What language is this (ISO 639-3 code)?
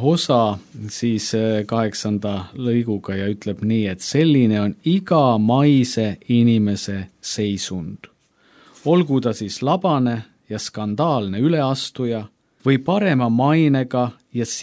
est